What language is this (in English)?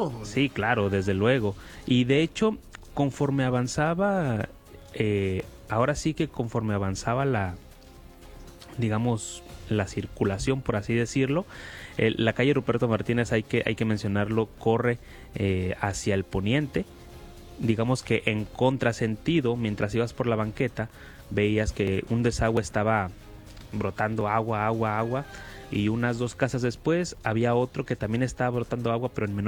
Spanish